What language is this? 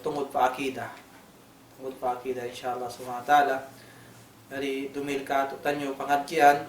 Tausug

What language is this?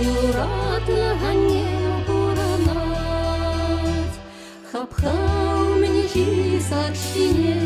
Chuvash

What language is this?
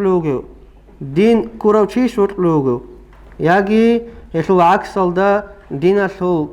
Avaric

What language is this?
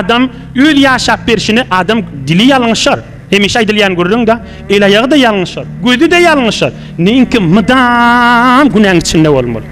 Turkmen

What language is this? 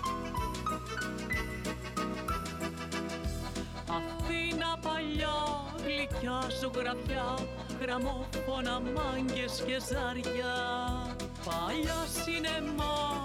Greek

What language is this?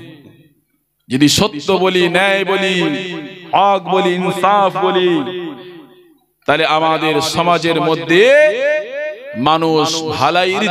Bangla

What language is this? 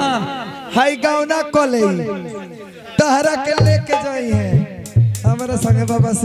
Bhojpuri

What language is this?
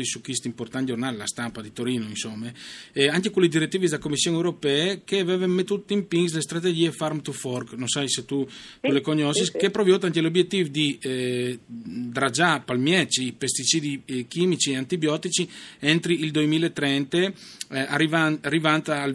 Friulian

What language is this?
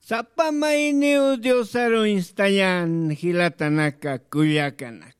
Aymara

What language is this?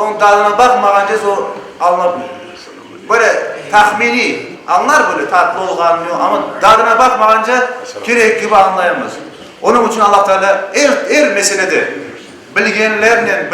Crimean Tatar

